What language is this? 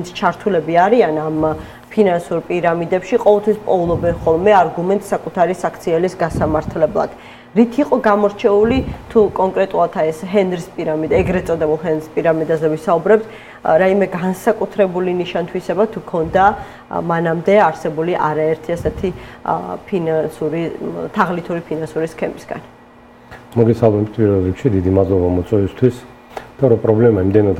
Georgian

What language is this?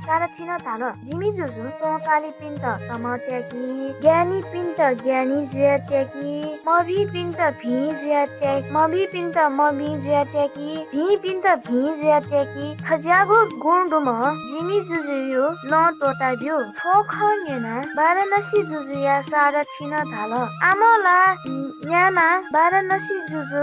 Newari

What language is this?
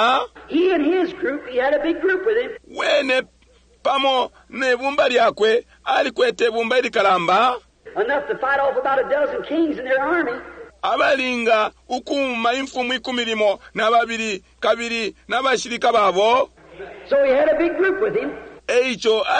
Bemba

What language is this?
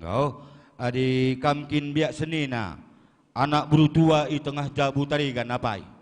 Batak Karo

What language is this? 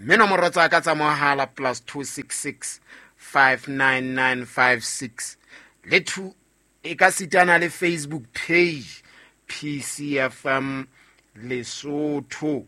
Southern Sotho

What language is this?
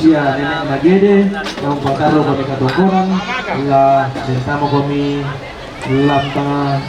Toraja-Sa'dan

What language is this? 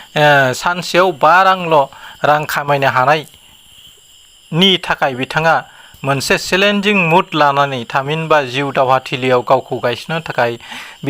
Bodo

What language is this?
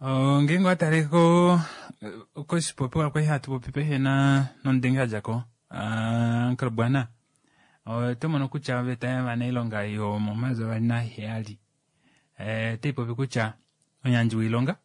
Kuanyama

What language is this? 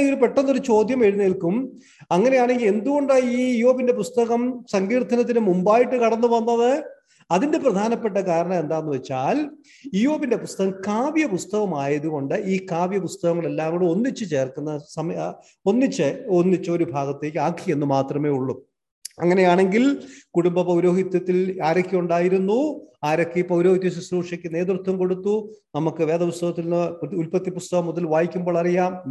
Malayalam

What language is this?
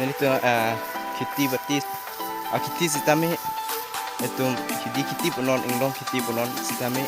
Karbi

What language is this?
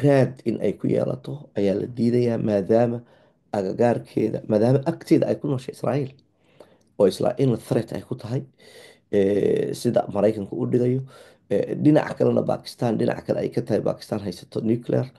Somali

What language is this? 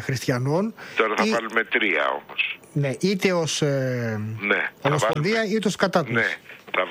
Greek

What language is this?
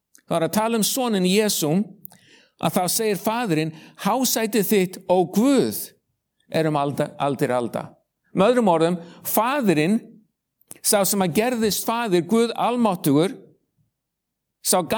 Icelandic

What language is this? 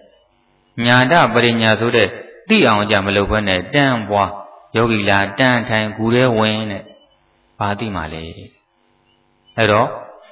Burmese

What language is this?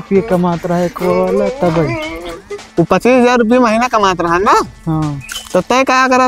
Awadhi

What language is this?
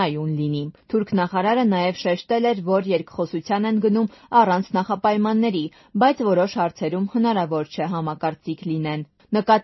Armenian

